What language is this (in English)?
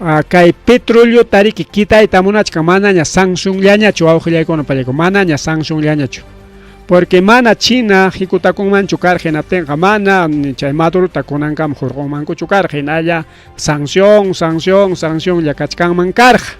Ayacucho Quechua